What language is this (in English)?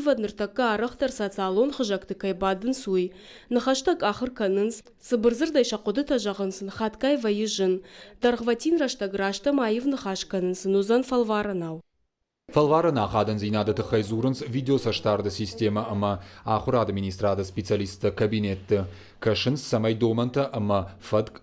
Ossetic